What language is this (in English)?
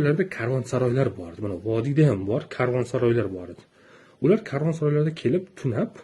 Uzbek